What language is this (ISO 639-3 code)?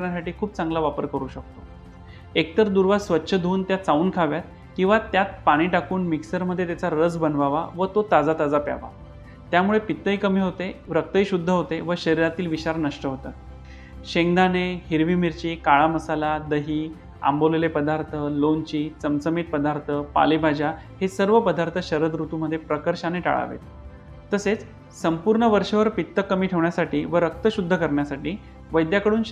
mar